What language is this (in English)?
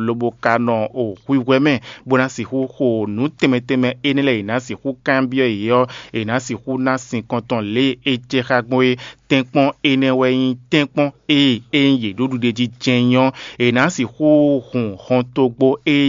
Fon